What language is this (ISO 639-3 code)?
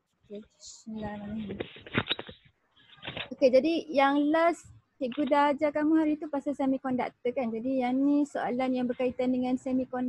msa